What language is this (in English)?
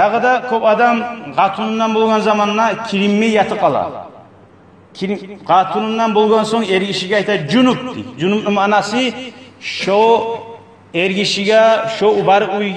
Kumyk